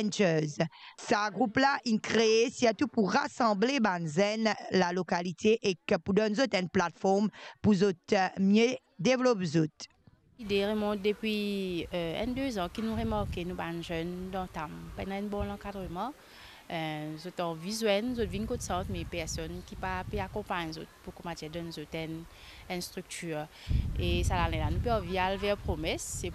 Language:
Morisyen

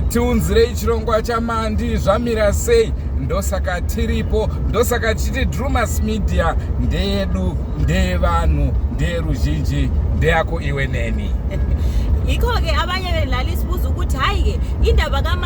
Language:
Shona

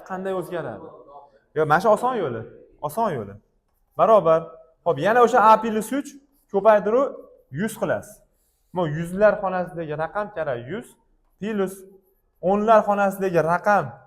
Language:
Uzbek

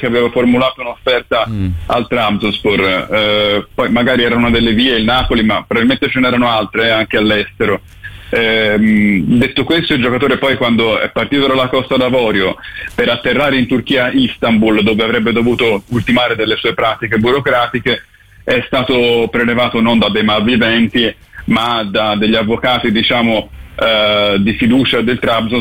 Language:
Italian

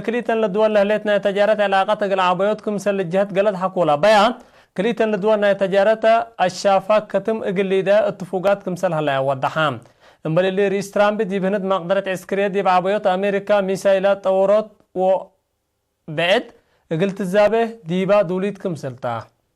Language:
Tigre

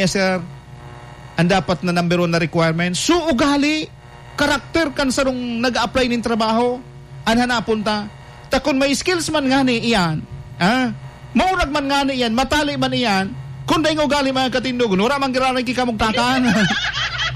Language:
Bikol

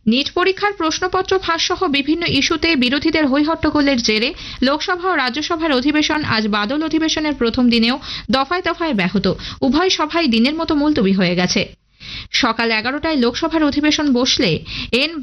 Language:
Bangla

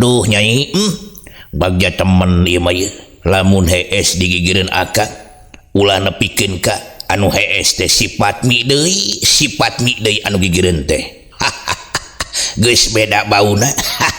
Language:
Sundanese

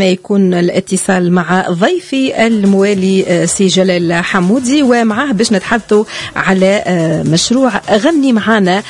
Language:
Tunisian Arabic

